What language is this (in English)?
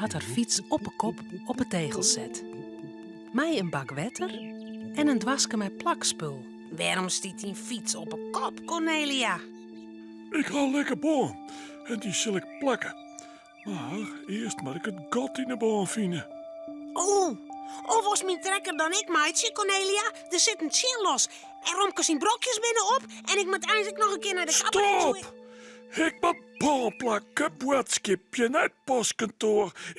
Western Frisian